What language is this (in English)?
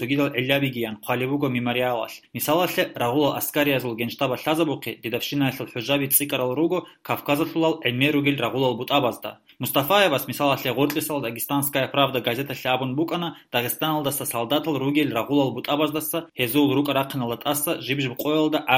Avaric